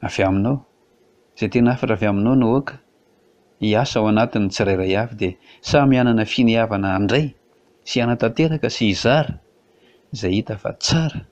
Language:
Malagasy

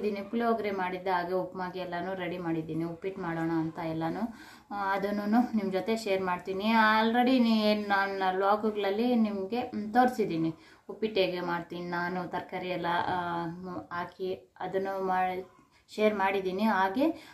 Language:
Kannada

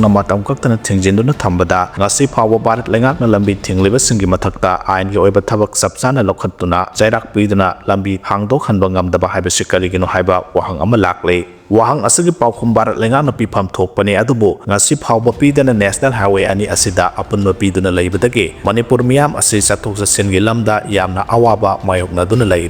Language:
Manipuri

